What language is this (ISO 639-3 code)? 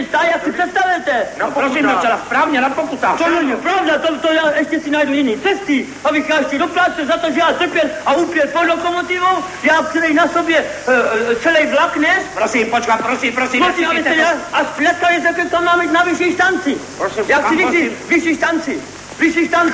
ces